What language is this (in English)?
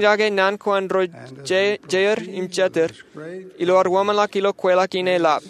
Marshallese